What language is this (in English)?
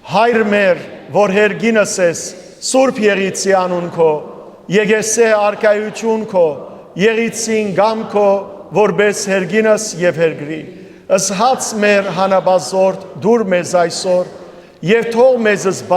Western Armenian